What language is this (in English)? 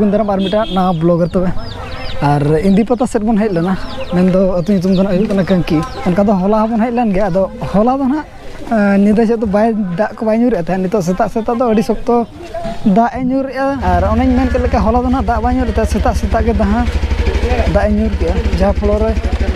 Santali